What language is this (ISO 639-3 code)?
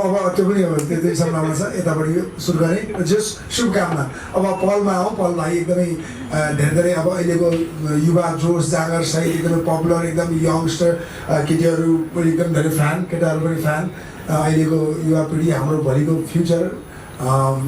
nep